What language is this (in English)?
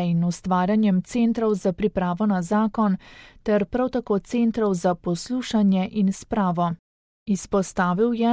Slovenian